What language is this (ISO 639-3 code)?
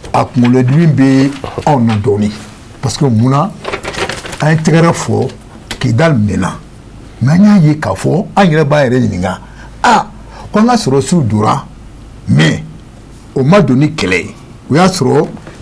bam